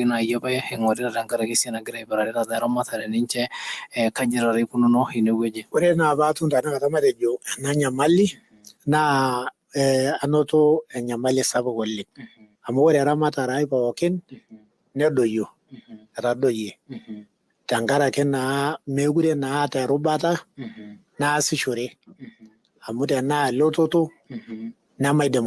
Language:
Masai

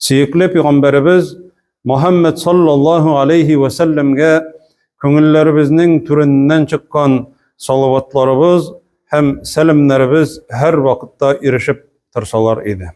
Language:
Tatar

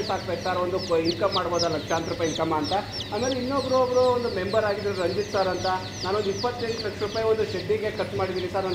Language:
Kannada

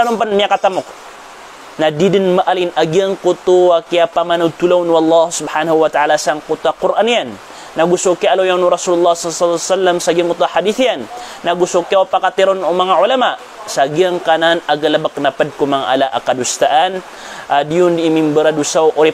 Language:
Maranao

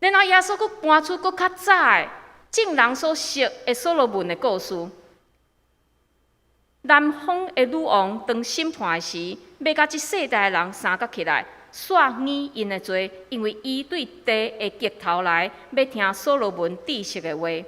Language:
Min Nan Chinese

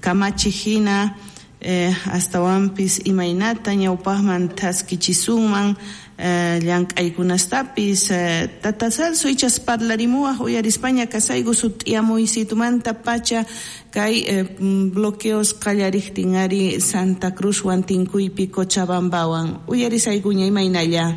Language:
South Bolivian Quechua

